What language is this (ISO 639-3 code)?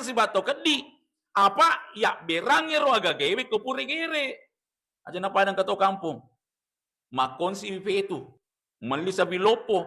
bug